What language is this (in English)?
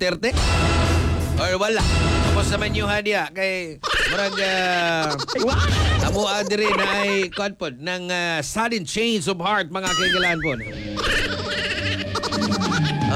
Cebuano